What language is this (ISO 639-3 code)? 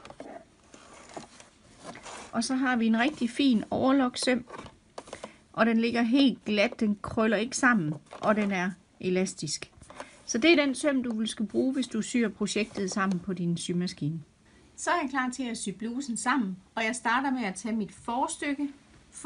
dan